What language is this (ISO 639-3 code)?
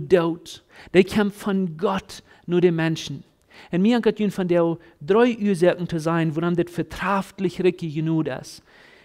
pdt